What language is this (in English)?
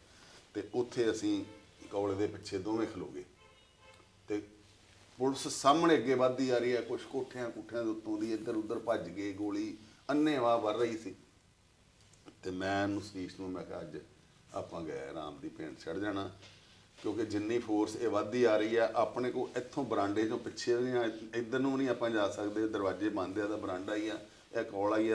Punjabi